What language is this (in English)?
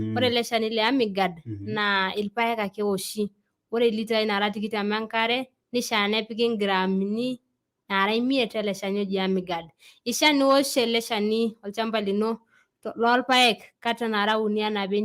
Masai